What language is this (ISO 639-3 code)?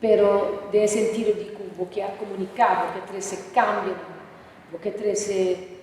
pap